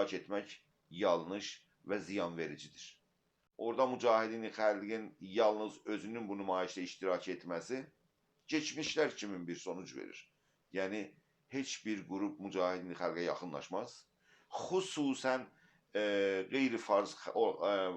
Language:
South Azerbaijani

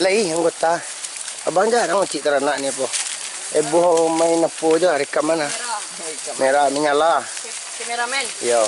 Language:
Minangkabau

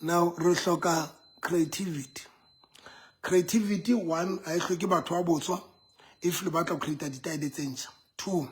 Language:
Southern Sotho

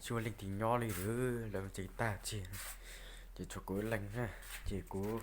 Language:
Hmong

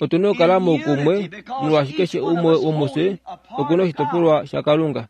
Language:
Kuanyama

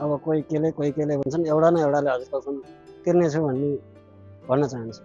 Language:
Nepali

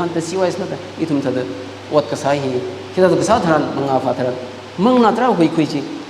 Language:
Tangkhul Naga (India)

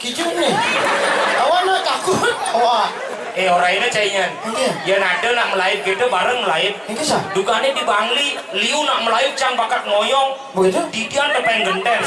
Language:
Balinese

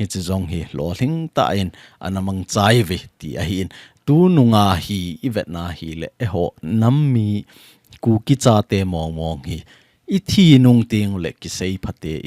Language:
Thado Chin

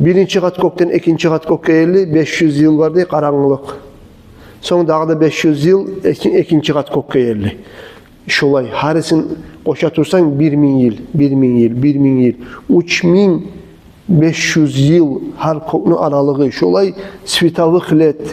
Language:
Kumyk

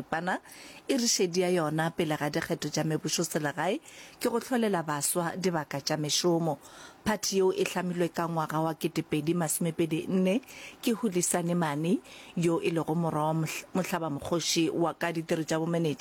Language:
Northern Sotho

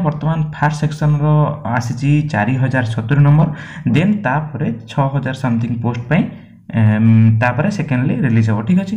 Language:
Odia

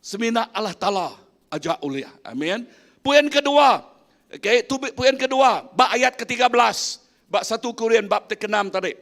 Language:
Iban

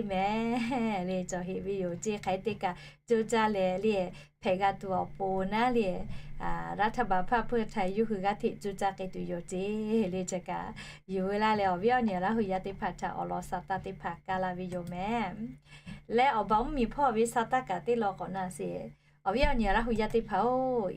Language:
Lahu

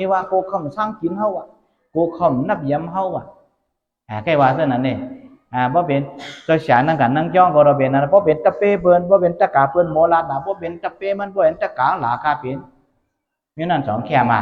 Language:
Shan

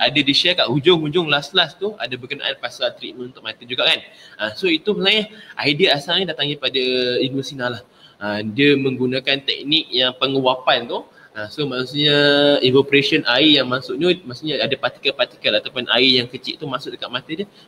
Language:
Malay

